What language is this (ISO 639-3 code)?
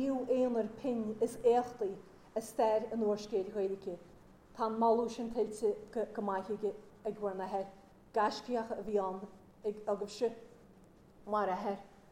gle